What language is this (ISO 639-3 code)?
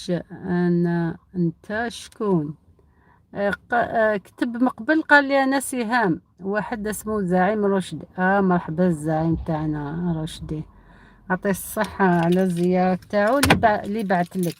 arq